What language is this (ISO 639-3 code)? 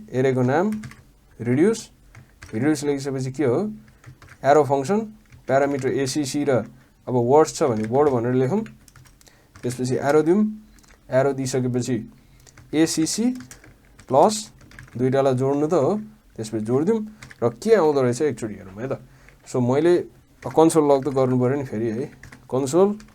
nep